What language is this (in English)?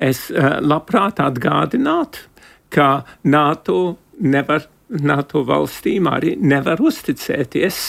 Latvian